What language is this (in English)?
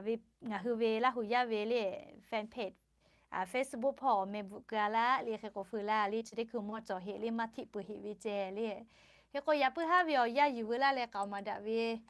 Lahu